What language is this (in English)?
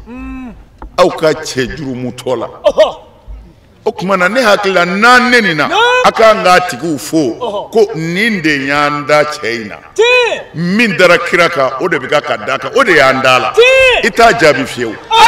Bambara